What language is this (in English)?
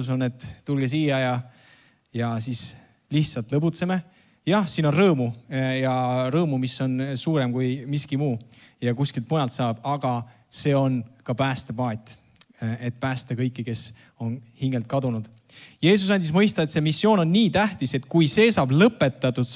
Estonian